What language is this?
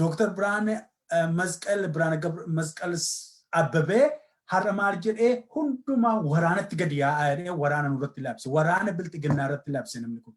Oromo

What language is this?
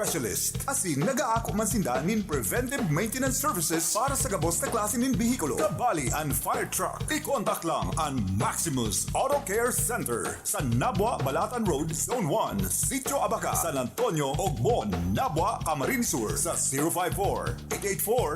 Bikol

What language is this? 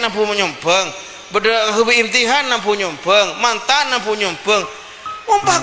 Madurese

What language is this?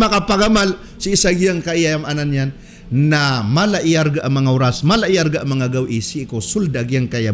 Maranao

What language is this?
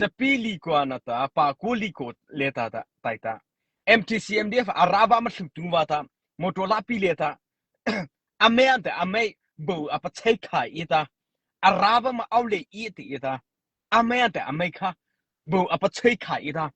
Mara Chin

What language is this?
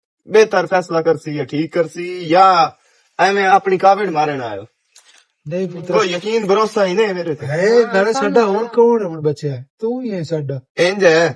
Western Panjabi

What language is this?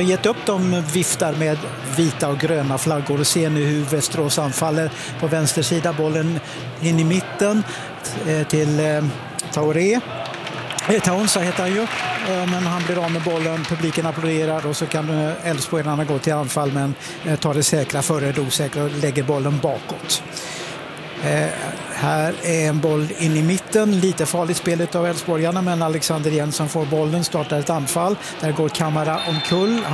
Swedish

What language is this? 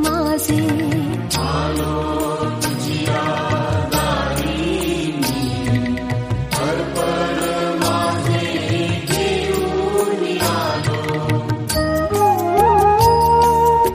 Marathi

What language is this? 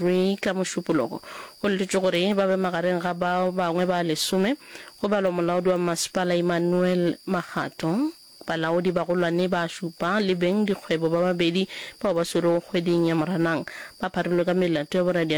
Northern Sotho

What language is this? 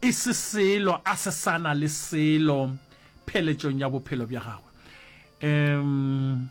Northern Sotho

